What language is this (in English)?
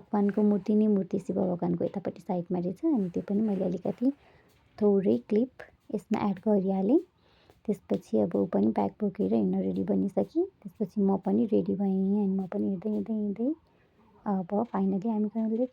Nepali